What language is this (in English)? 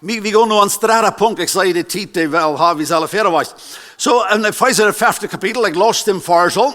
Plautdietsch